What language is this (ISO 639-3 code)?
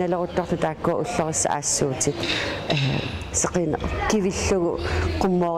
kal